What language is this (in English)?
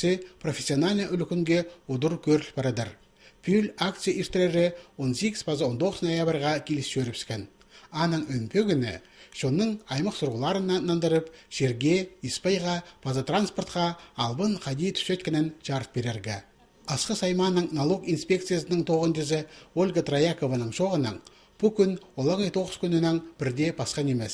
Khakas